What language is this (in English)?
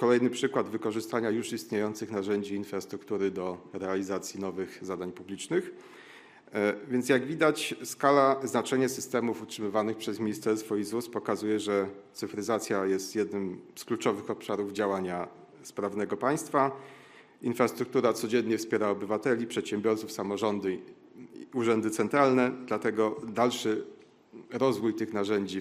Polish